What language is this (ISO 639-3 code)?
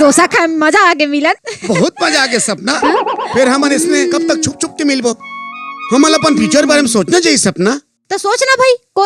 hne